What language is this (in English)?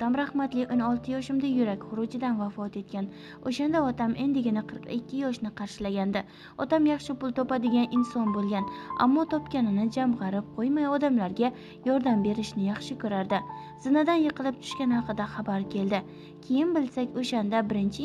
Uzbek